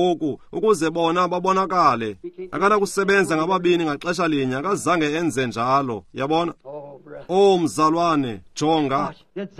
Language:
Xhosa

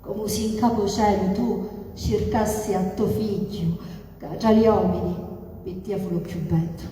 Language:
Sicilian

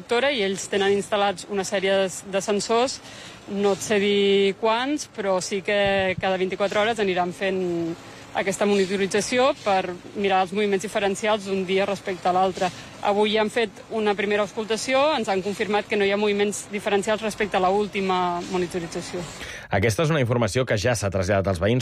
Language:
Catalan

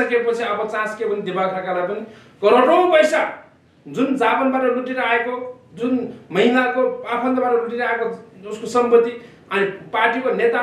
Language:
Nepali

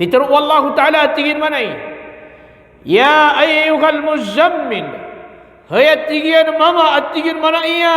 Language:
Maranao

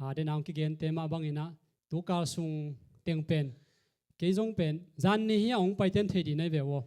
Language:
Tedim Chin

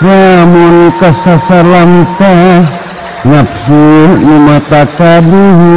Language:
Sundanese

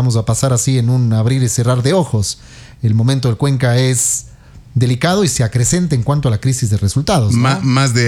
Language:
Spanish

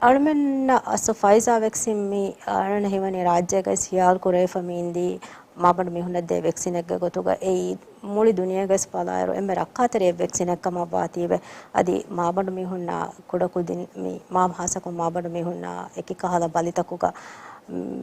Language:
Divehi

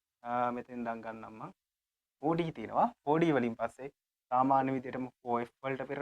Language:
Sinhala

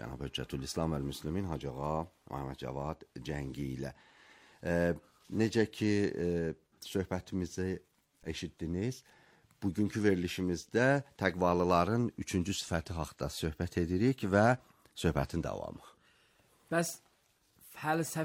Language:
Azerbaijani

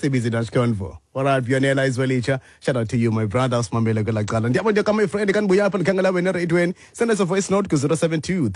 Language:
Xhosa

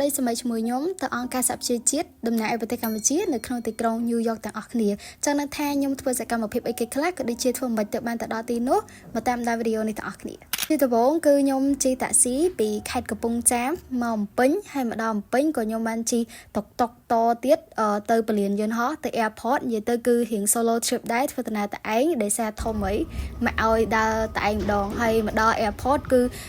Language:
Khmer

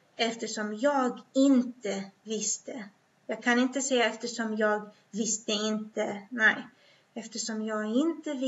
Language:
Swedish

